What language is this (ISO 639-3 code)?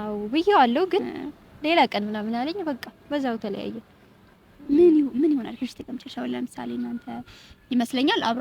amh